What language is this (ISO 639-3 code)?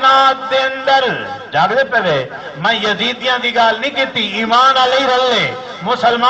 skr